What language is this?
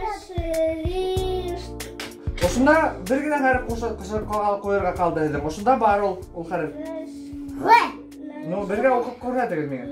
Bashkir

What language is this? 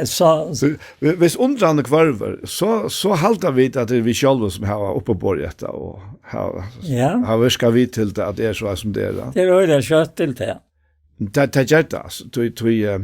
Faroese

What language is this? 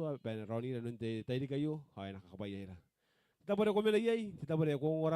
Gilbertese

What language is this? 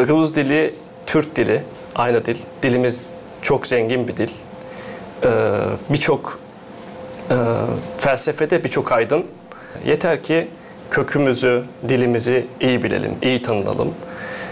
Gagauz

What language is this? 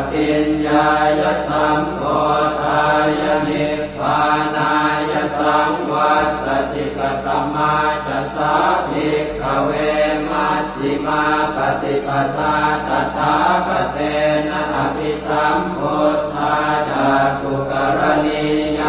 Pali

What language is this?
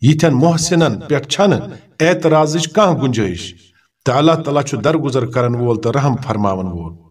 Kashmiri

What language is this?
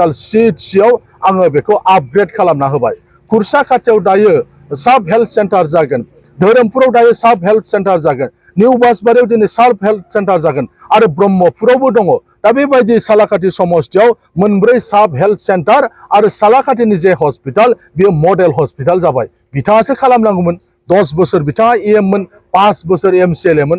Bodo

